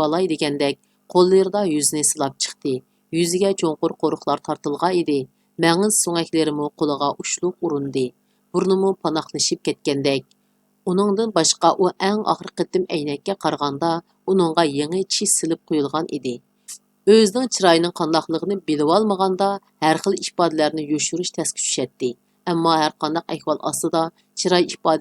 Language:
Uyghur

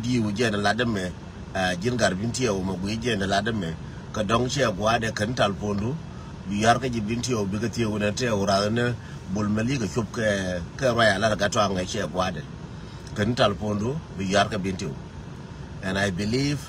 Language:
Nuer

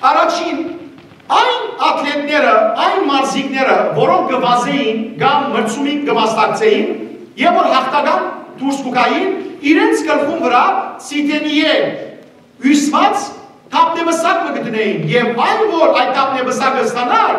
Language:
Western Armenian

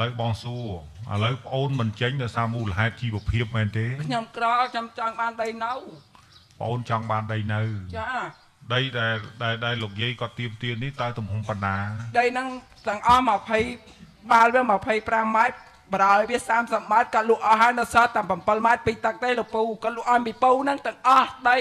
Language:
Khmer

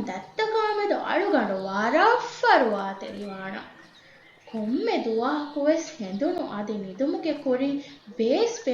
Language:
Divehi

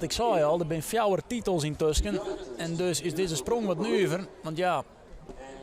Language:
Western Frisian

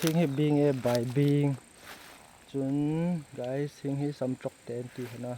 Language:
Hmar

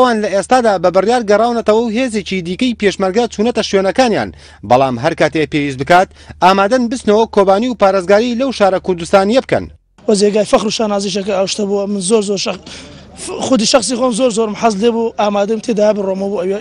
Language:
Central Kurdish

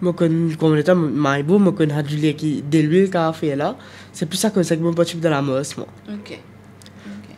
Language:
Morisyen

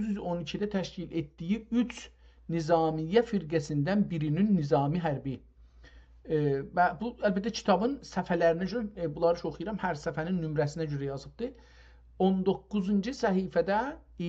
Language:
South Azerbaijani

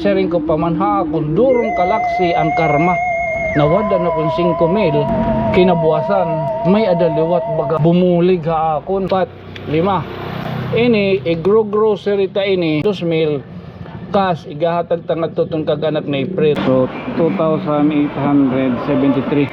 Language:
Waray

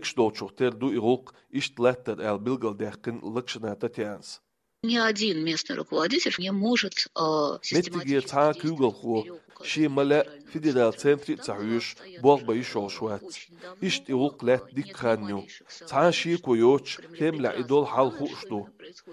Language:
Chechen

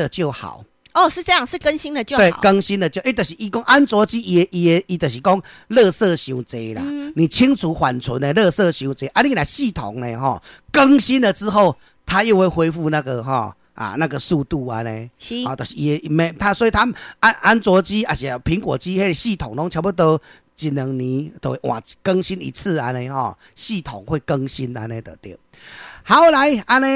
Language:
Min Nan Chinese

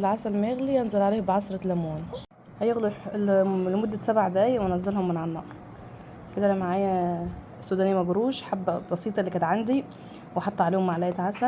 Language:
Egyptian Arabic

